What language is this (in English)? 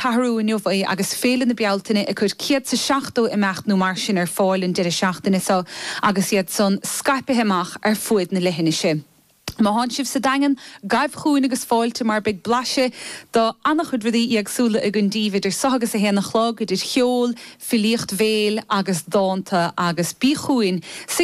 Irish